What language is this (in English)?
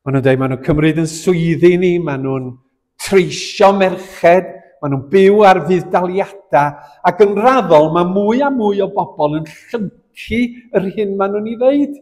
Welsh